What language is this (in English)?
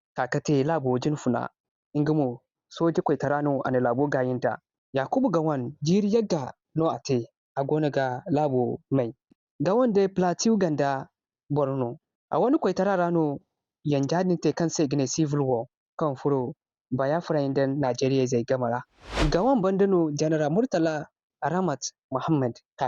Zarma